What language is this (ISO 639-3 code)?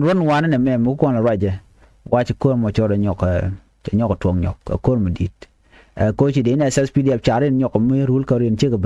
nus